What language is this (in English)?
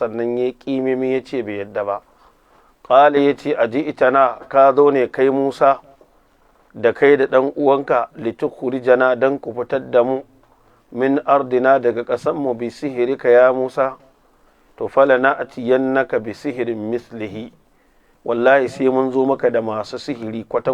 Hausa